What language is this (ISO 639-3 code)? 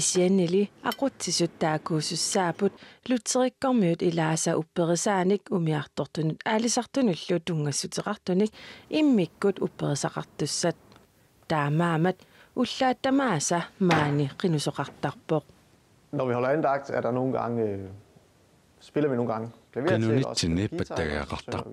kal